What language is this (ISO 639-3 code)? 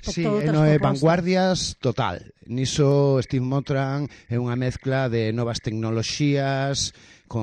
glg